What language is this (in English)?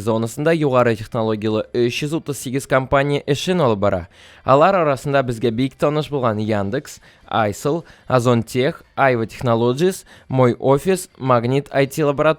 Tatar